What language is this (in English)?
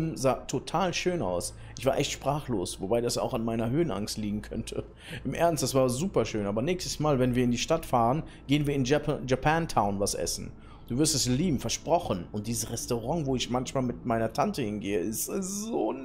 German